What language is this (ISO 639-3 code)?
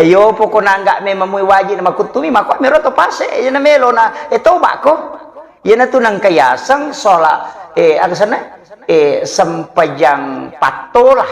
bug